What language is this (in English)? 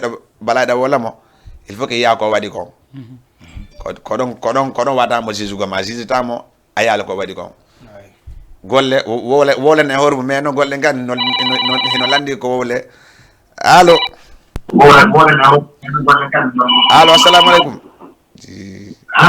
Fula